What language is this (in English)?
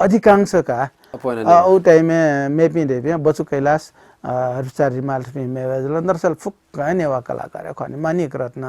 Newari